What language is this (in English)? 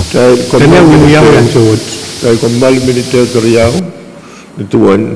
Pohnpeian